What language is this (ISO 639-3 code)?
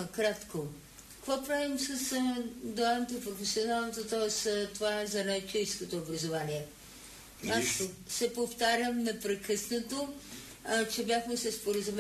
bul